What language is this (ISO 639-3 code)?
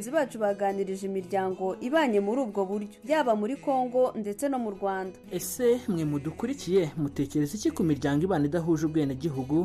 kin